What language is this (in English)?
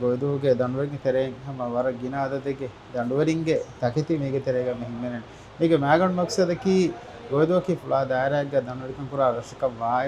Divehi